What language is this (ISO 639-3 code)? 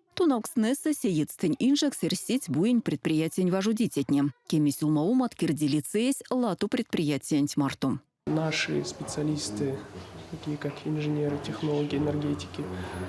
myv